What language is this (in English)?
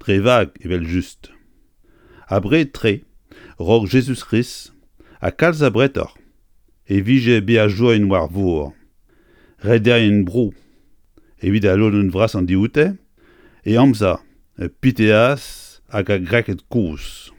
Breton